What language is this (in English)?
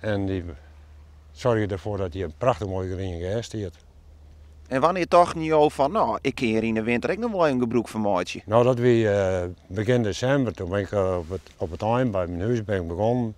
Western Frisian